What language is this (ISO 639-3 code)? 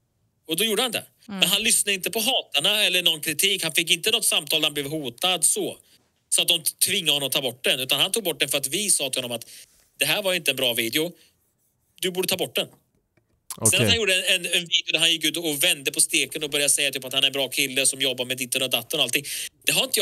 swe